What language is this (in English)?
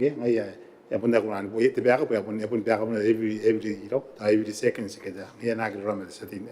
Gilbertese